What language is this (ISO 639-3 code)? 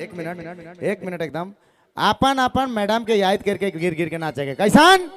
sck